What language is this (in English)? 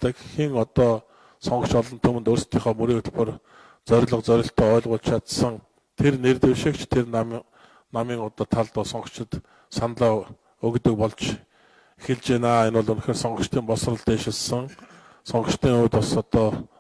Mongolian